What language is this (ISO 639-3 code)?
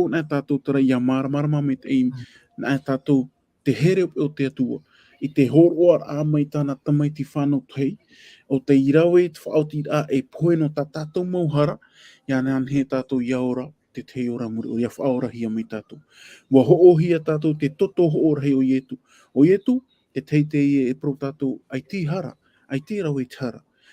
tah